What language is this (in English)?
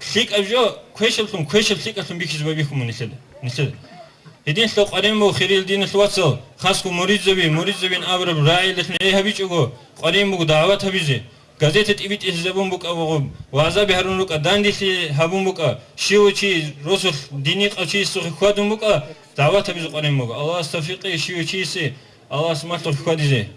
Avaric